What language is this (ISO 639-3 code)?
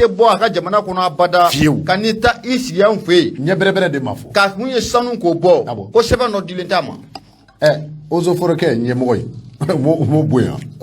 bam